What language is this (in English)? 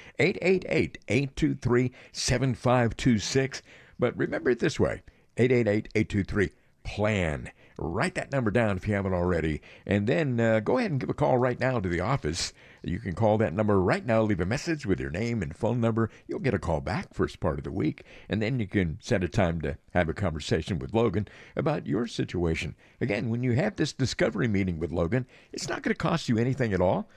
English